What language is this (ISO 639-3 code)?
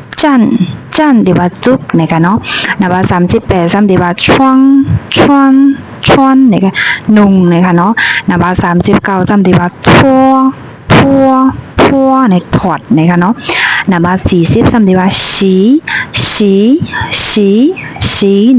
shn